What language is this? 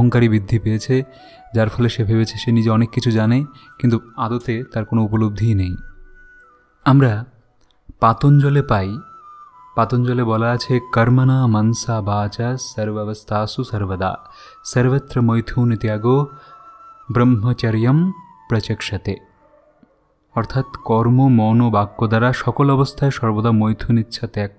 Bangla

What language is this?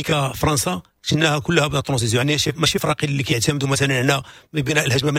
Moroccan Arabic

